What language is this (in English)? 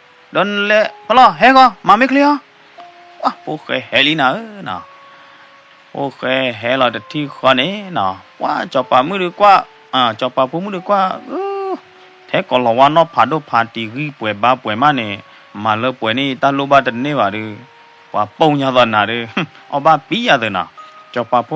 S'gaw Karen